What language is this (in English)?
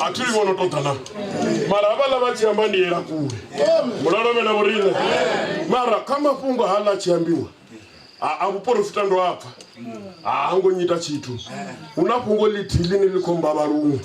Venda